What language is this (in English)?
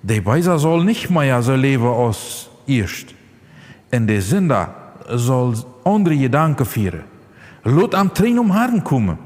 Plautdietsch